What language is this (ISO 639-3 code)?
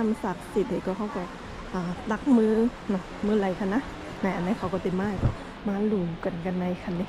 shn